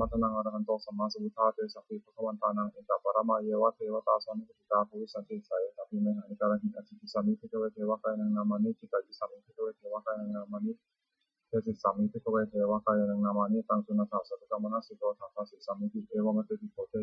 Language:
Pali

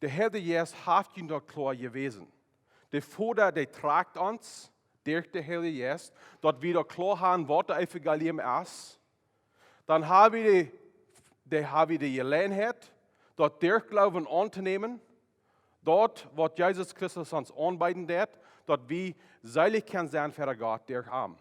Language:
Plautdietsch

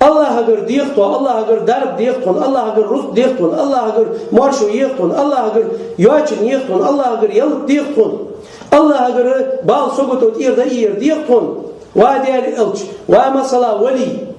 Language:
Chechen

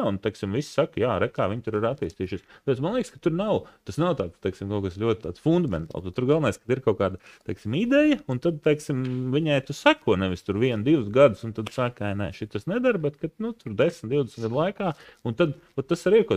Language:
Latvian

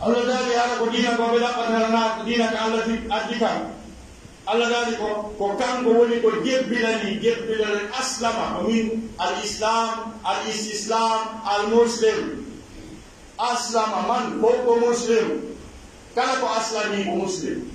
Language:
Pular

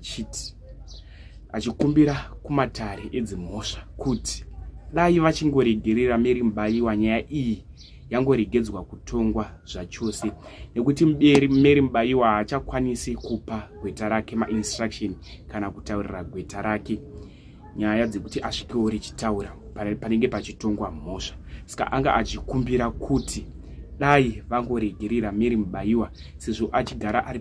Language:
Shona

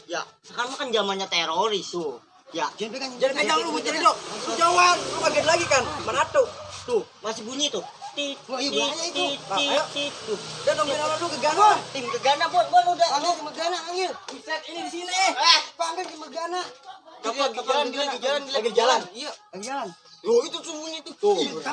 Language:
Betawi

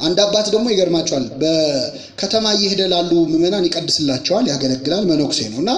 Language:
Amharic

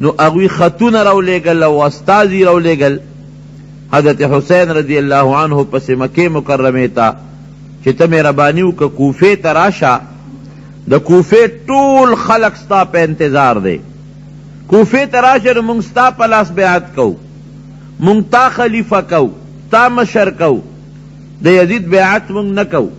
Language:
Pashto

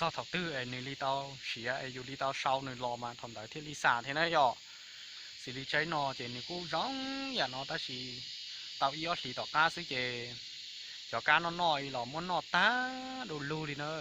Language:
Hmong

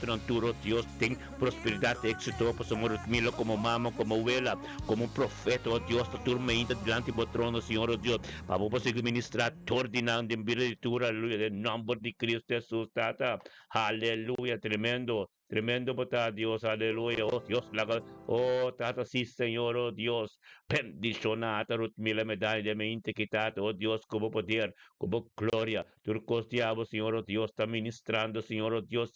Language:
Papiamento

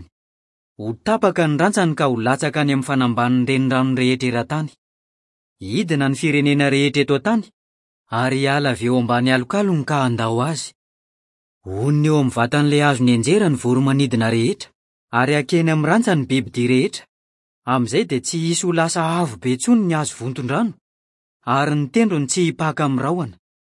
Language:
Malagasy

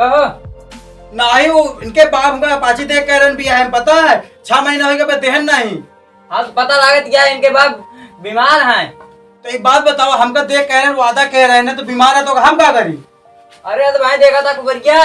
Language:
Awadhi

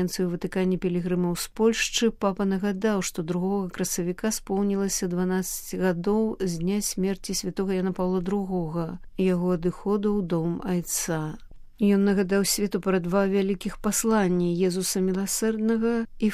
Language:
Belarusian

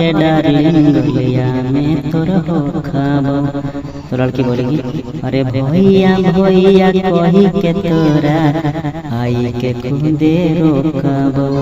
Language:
Magahi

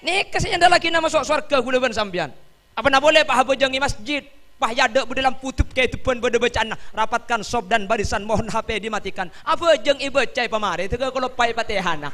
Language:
Madurese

